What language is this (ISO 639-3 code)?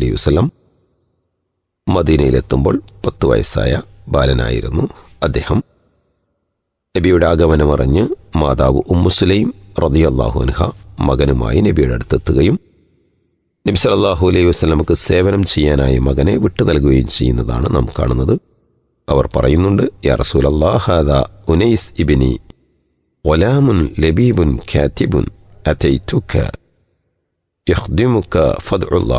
mal